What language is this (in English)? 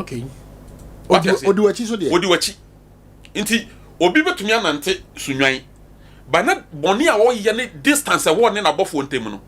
Akan